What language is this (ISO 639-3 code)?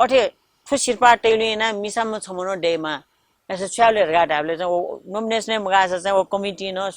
new